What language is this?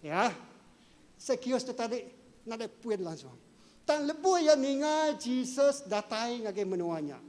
Iban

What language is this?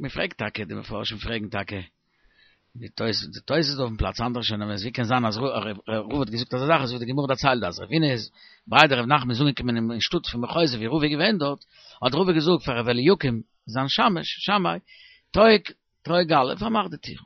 Yiddish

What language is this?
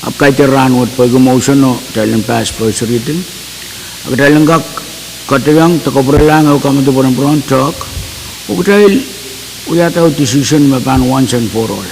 Pohnpeian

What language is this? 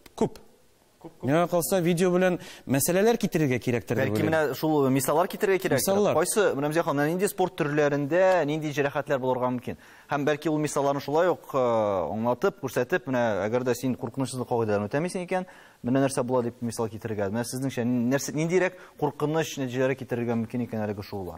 Tatar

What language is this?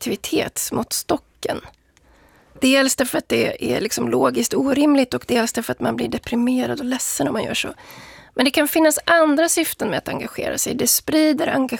Swedish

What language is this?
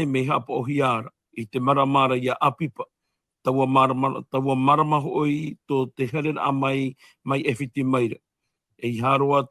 Tahitian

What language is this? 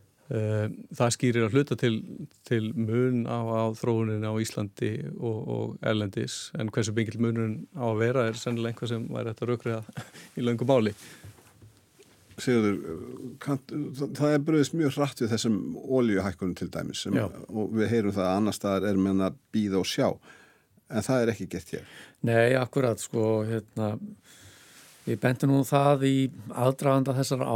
Icelandic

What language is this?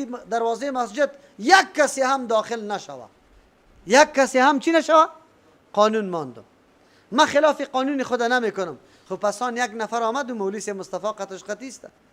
Persian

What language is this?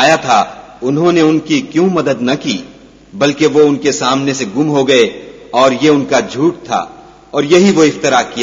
Urdu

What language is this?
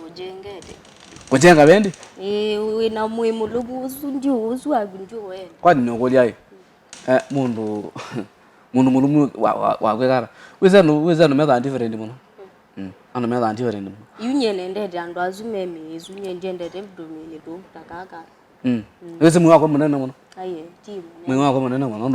Kamba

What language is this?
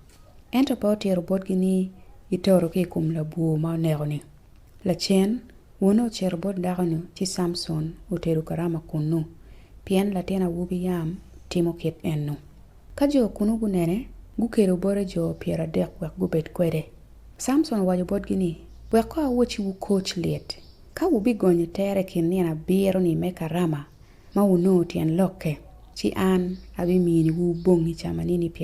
Acoli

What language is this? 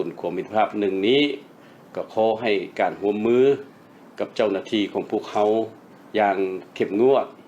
Lao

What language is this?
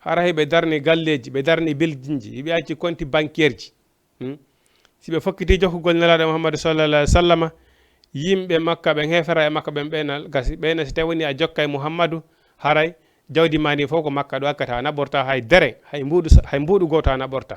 Fula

